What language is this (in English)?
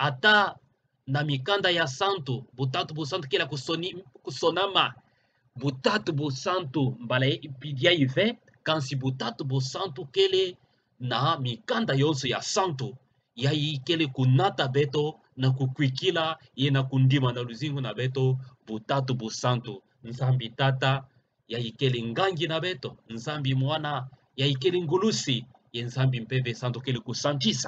Kituba (Democratic Republic of Congo)